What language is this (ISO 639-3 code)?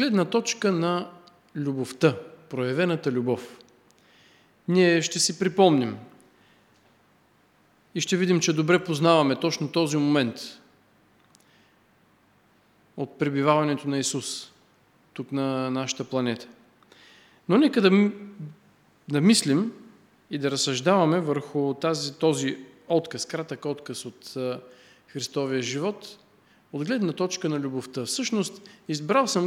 bul